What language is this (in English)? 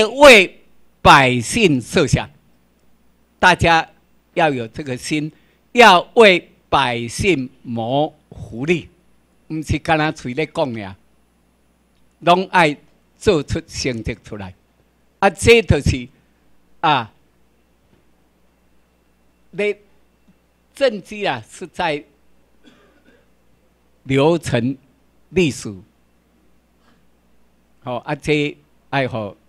Chinese